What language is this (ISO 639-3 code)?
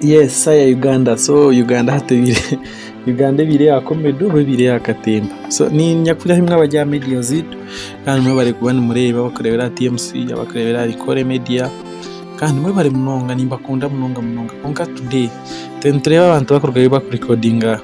nyn